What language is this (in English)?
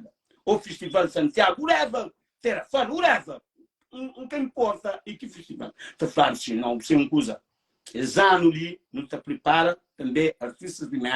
Kabuverdianu